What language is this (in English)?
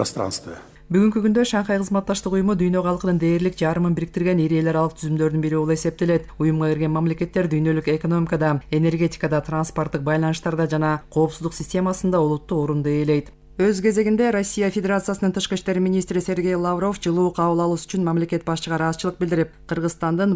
Kyrgyz